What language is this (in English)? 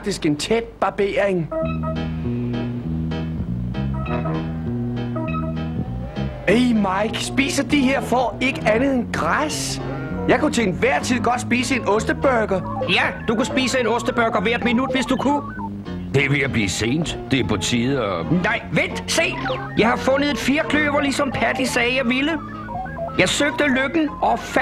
Danish